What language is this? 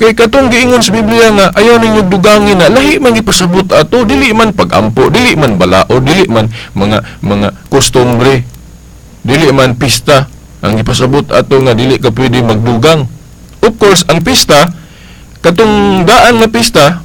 Cebuano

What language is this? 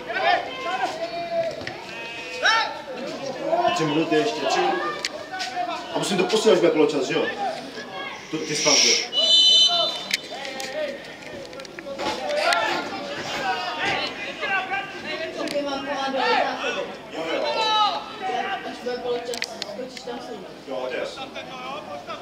Czech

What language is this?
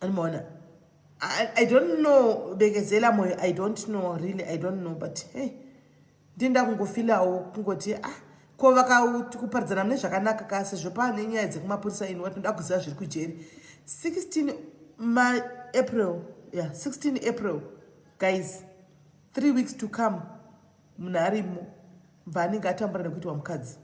Shona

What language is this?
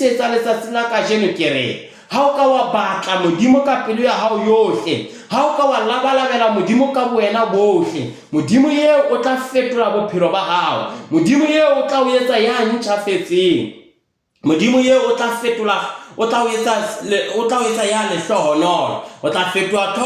Southern Sotho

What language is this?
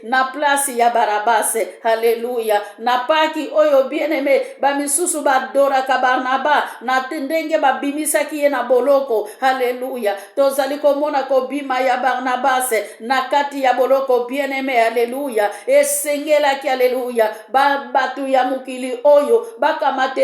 Lingala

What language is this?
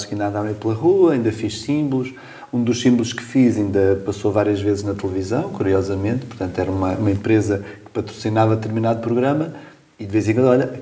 Portuguese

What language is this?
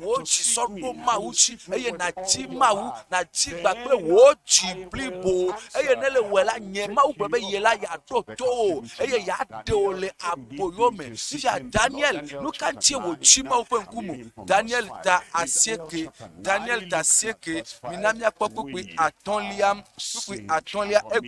Ewe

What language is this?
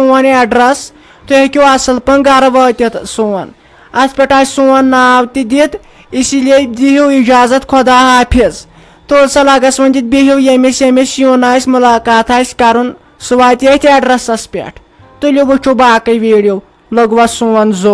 Kashmiri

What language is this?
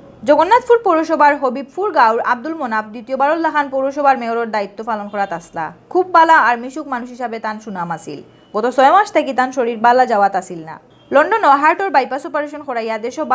Sylheti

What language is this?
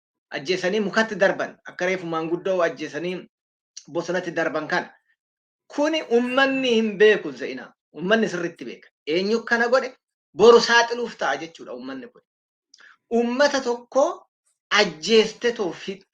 Oromo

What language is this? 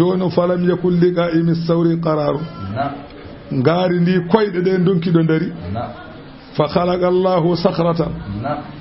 Fula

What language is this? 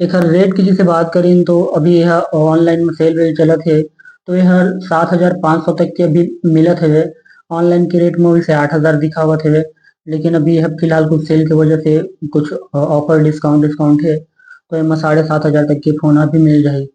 Chhattisgarhi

